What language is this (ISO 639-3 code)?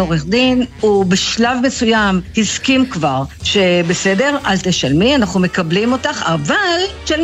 heb